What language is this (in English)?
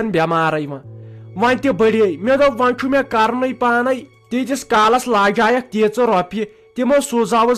Kashmiri